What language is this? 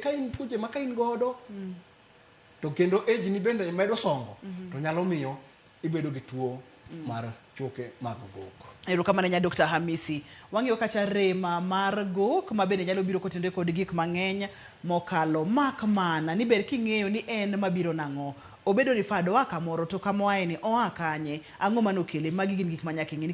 Luo (Kenya and Tanzania)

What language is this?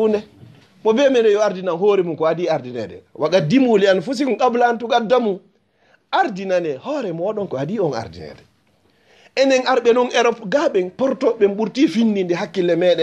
Fula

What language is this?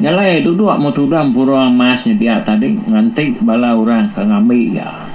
Iban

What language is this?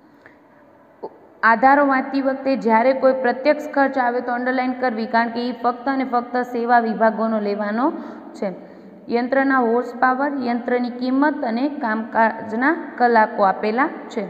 Gujarati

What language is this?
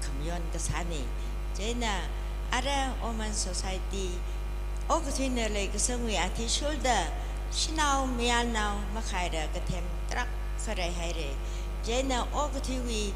Tangkhul Naga (India)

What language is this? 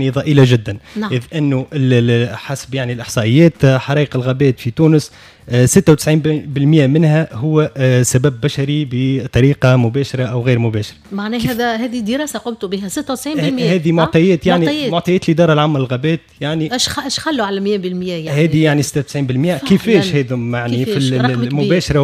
Tunisian Arabic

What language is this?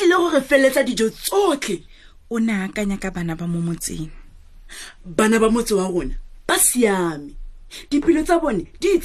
Tswana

